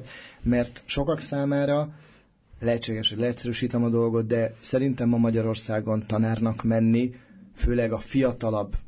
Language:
Hungarian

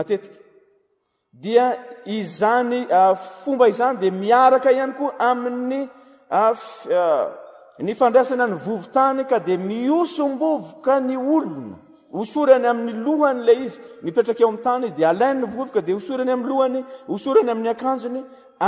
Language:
Malagasy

